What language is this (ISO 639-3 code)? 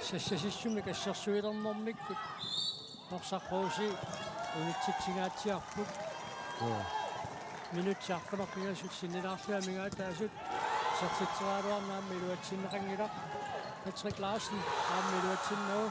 kal